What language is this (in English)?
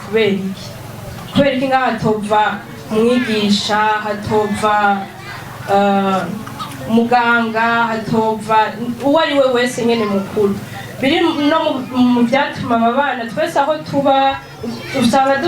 Rundi